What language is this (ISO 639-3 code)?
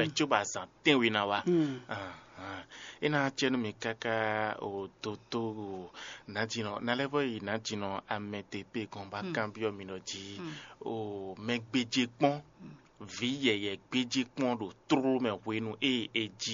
fon